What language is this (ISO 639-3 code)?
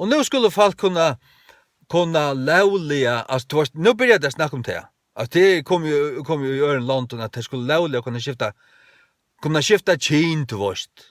fao